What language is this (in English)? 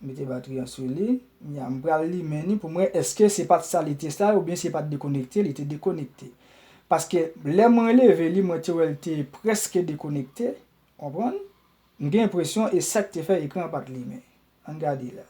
Haitian Creole